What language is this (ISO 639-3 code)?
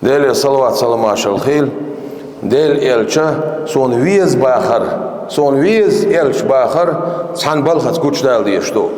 che